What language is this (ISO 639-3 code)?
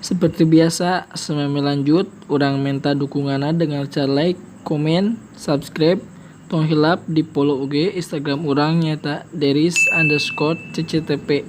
sun